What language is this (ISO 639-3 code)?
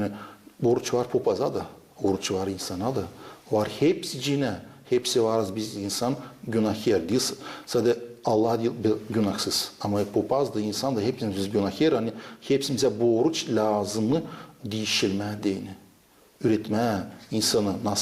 gag